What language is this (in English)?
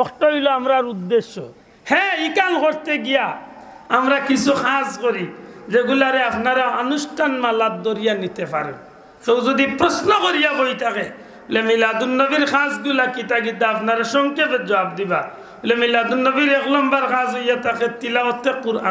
Sylheti